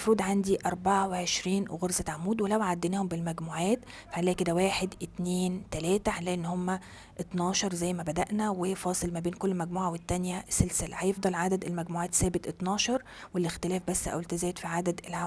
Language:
Egyptian Arabic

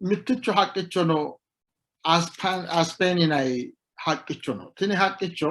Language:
Sidamo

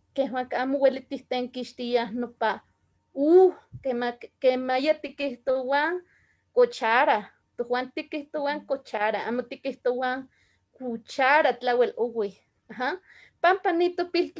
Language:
Eastern Huasteca Nahuatl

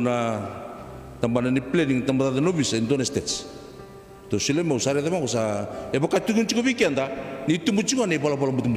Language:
Fijian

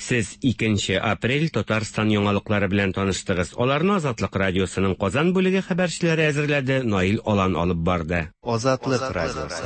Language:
Tatar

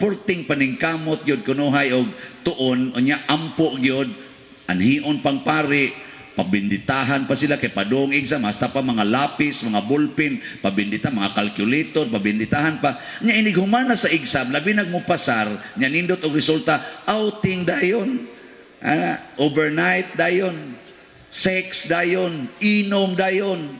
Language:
Cebuano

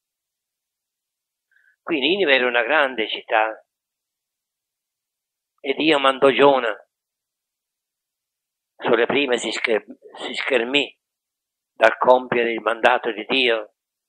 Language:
Italian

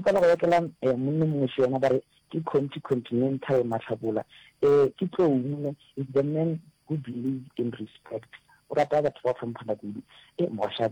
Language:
Northern Sotho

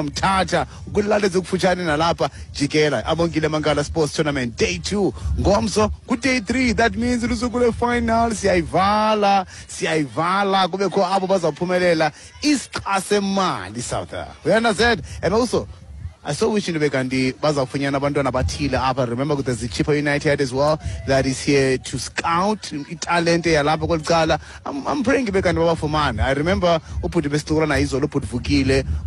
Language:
Xhosa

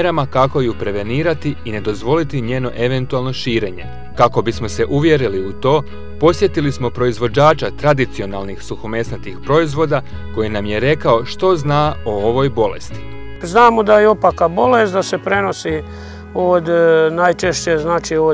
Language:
Croatian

